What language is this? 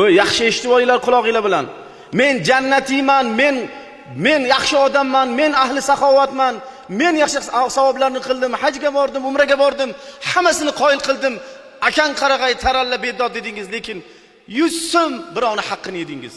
Uzbek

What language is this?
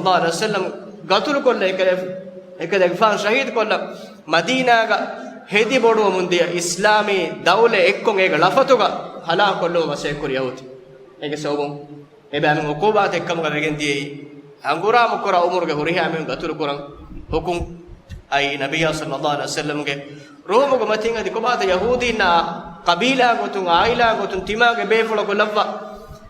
Divehi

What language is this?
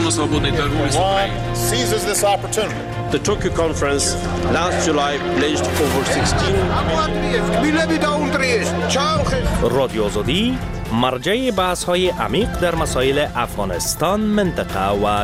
Persian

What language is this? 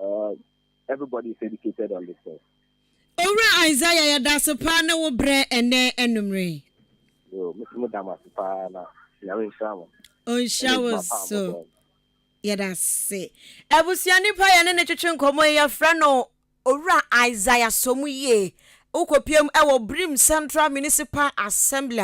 Akan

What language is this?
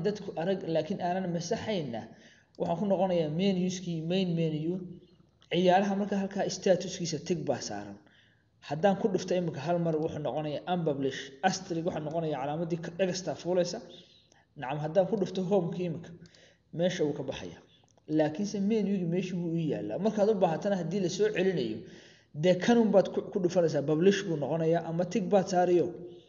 Somali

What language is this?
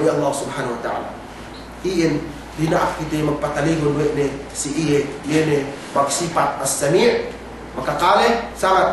Yakan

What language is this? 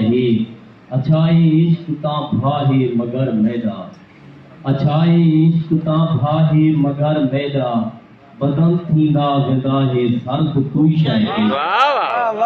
Saraiki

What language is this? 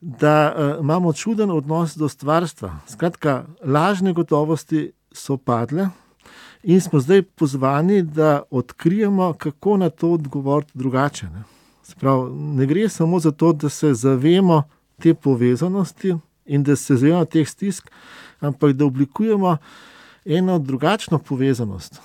Slovenian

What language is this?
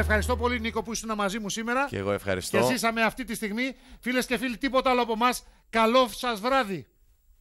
Greek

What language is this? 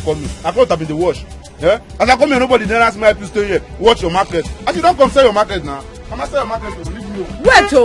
Nigerian Pidgin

